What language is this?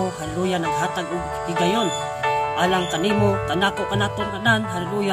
Cebuano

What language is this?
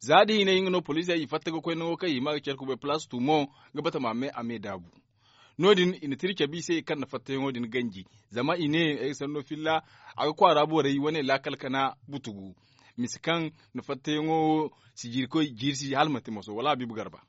Zarma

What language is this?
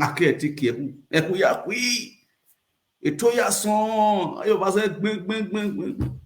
Nigerian Pidgin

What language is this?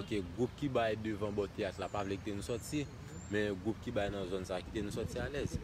Haitian Creole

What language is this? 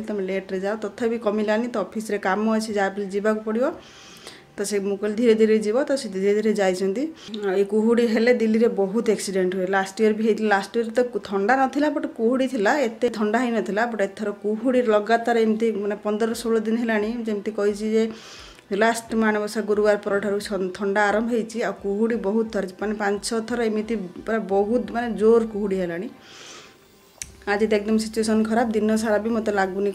Odia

